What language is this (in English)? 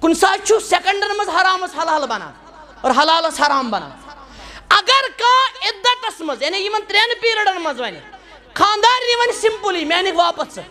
Kashmiri